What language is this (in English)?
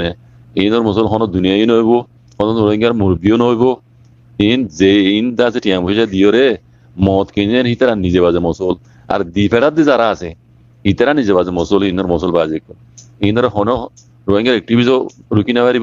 Rohingya